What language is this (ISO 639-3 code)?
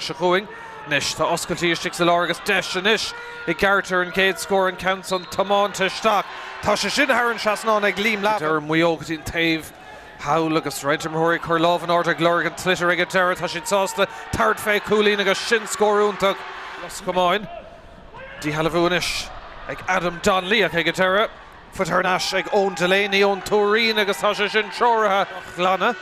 gle